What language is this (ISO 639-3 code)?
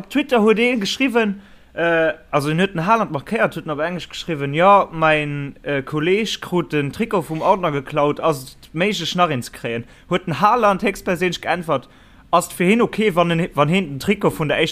ltz